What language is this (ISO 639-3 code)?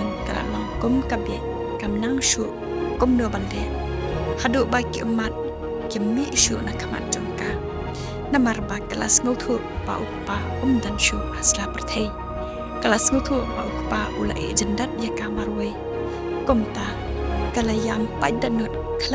kha